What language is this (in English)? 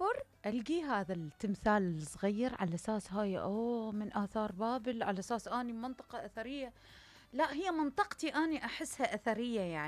Mesopotamian Arabic